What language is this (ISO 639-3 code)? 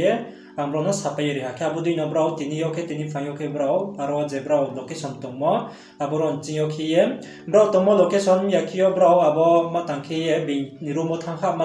ria